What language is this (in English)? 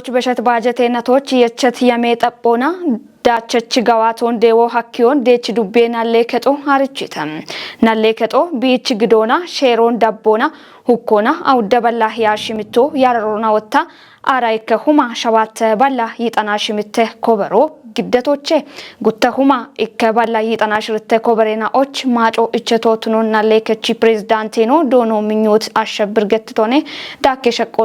Kafa